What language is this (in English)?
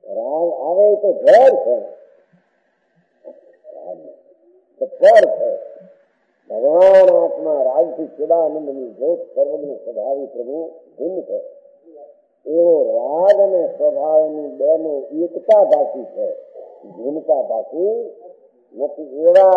Gujarati